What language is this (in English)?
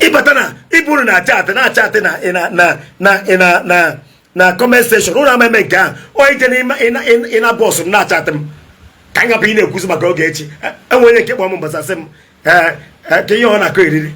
Igbo